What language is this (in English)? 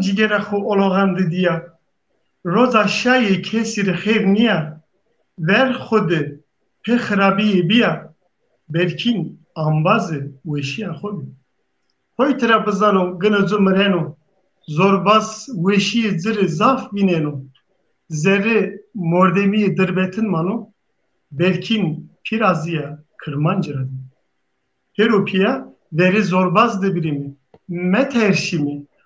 Zaza